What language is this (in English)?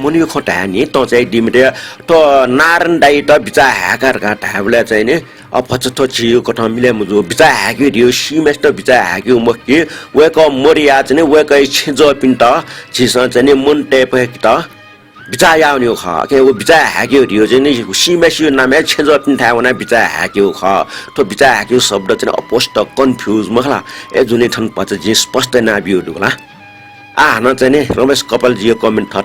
Newari